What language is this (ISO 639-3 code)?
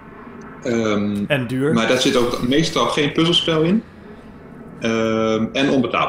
nld